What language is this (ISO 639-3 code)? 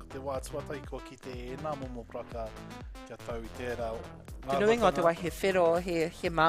mri